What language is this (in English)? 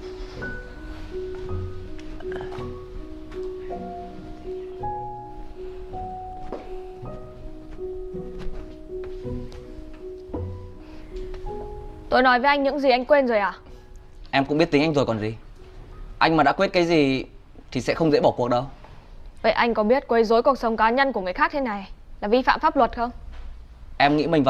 Vietnamese